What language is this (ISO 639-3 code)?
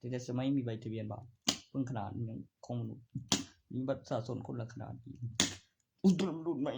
tts